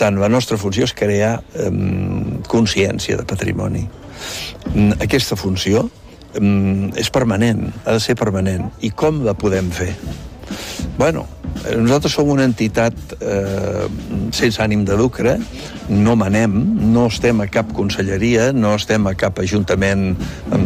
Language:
Catalan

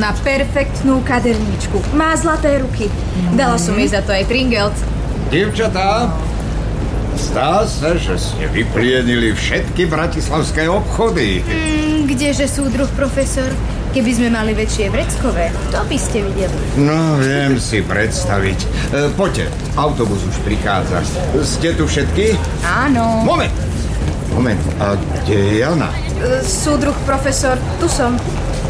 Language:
Slovak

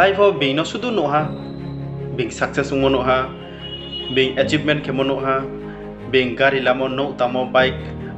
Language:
Riang (India)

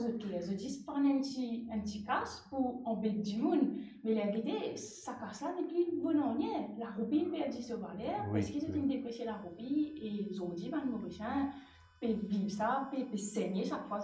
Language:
Morisyen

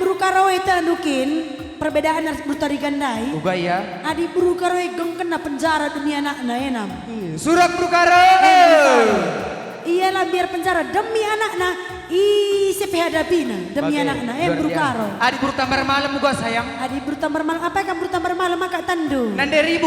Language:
Batak Karo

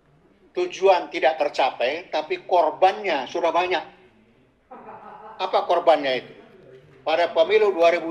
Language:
Indonesian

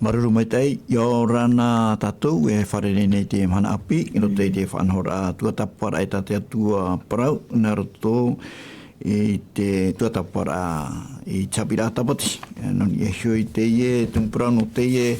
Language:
Tahitian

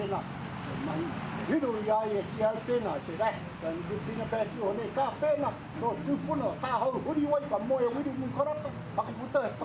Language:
Māori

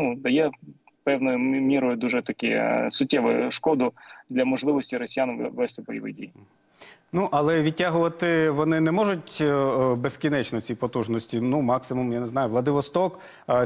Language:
Ukrainian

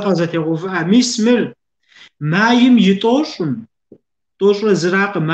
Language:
Kabardian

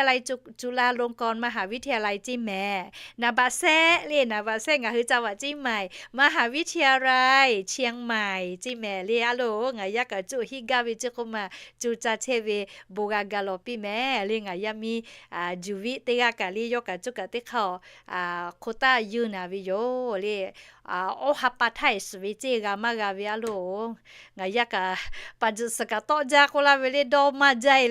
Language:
Lahu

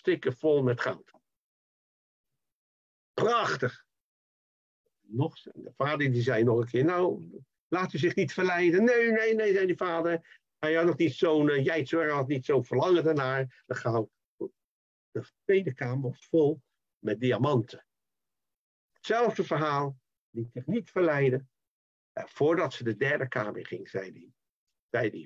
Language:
Dutch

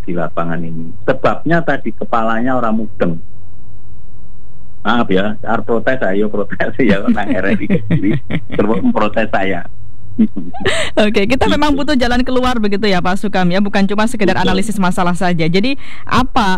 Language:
Indonesian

